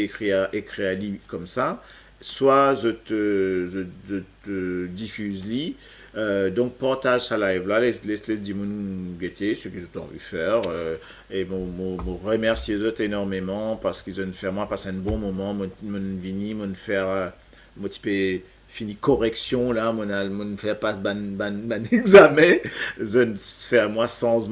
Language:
Morisyen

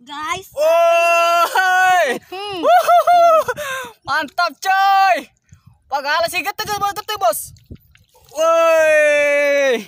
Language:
Buginese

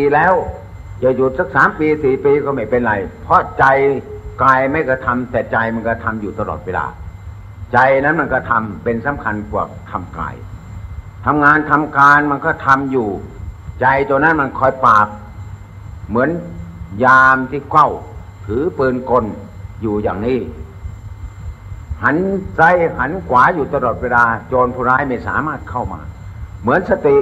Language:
Thai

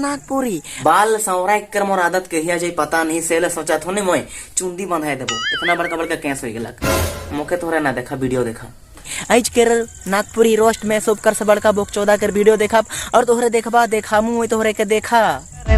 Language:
Sadri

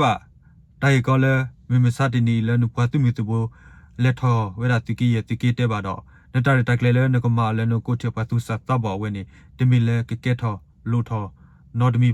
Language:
S'gaw Karen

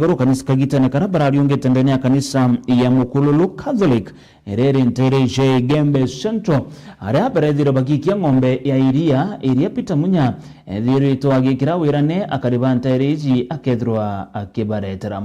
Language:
Meru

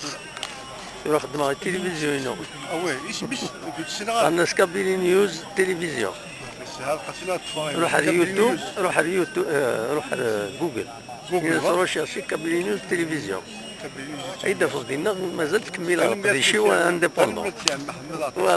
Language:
Kabyle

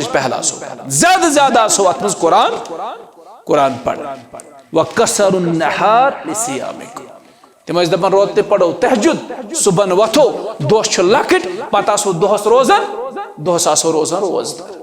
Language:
Kashmiri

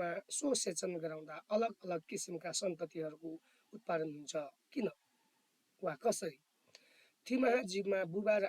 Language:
Nepali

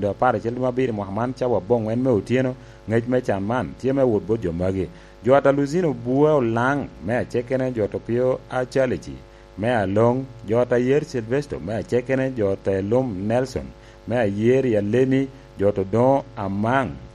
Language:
Lango (Uganda)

